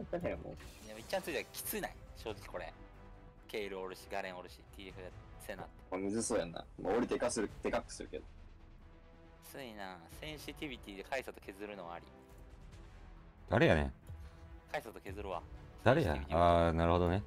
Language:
Japanese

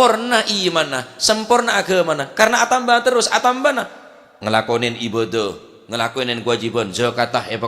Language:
Madurese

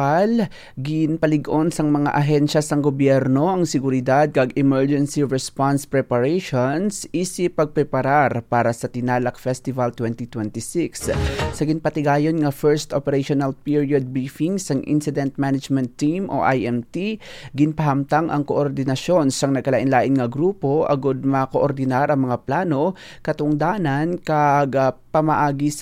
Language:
Hiligaynon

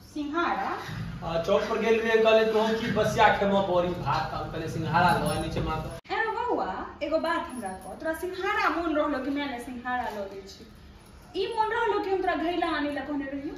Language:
Maithili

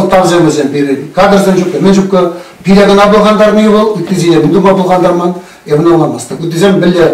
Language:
Chuvash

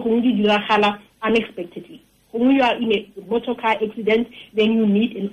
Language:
Tswana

